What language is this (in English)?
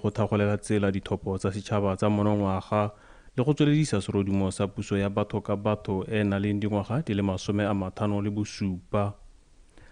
Tswana